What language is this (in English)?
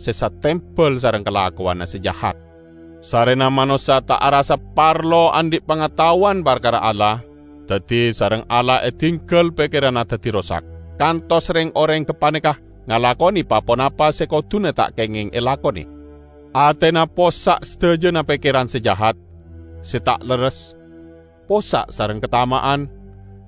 Madurese